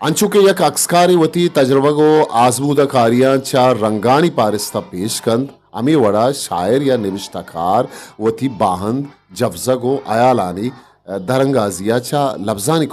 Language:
Eastern Balochi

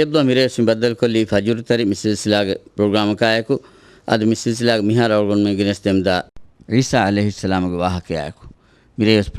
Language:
Divehi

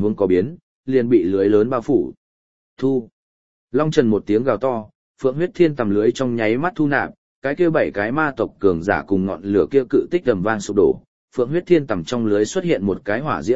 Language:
Vietnamese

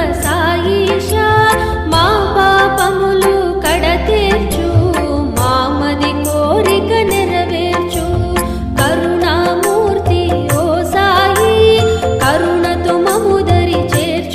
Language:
Telugu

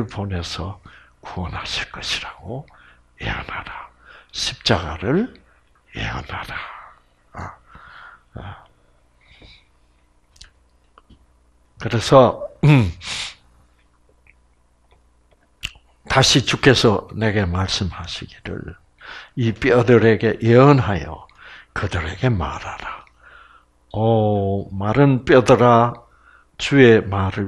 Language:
Korean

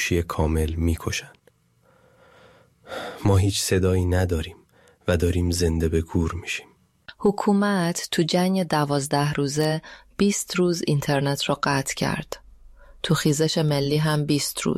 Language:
Persian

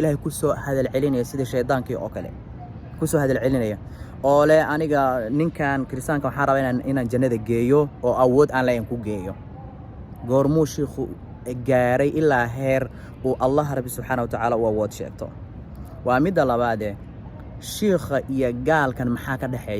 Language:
Somali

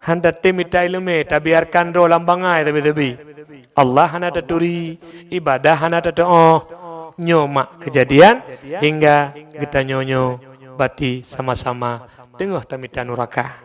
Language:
Achinese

